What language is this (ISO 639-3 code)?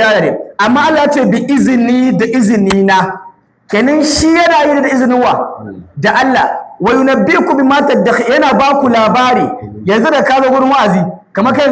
hau